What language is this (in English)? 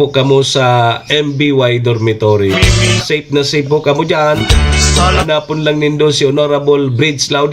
Bikol